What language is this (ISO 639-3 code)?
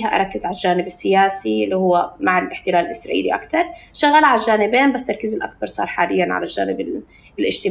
apc